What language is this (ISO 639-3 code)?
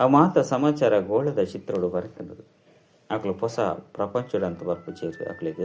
tcy